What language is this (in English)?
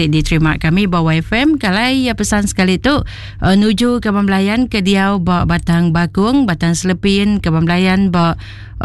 Iban